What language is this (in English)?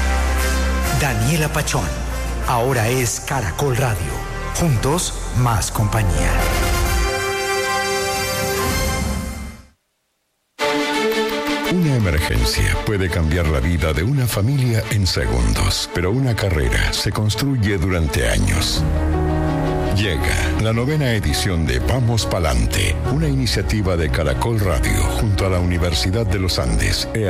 Spanish